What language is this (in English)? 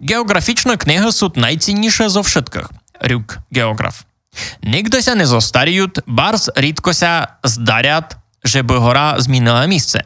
Rusyn